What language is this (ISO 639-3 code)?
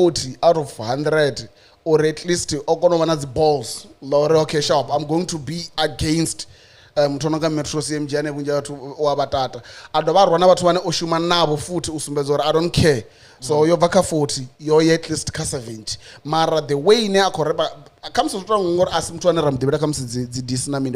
ven